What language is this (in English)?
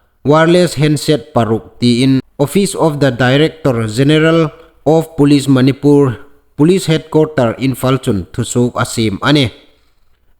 Hmar